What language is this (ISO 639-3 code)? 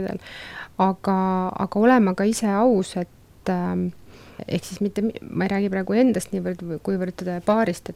est